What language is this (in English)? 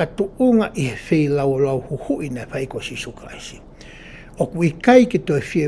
Tongan